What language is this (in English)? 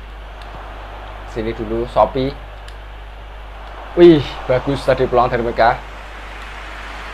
Indonesian